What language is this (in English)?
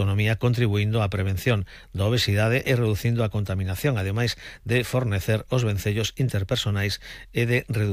Galician